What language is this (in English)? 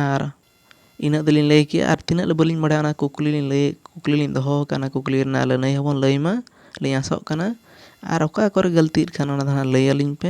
Santali